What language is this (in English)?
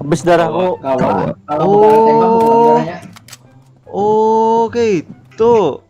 Banjar